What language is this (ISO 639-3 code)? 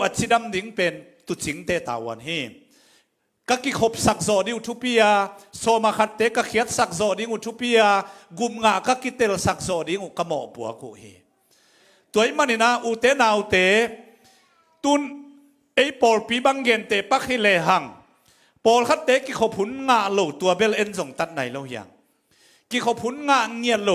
ctd